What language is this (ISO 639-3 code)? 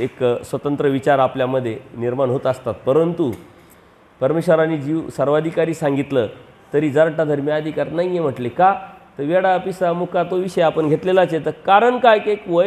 mar